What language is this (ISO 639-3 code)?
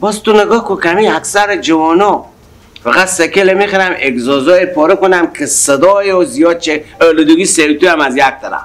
fas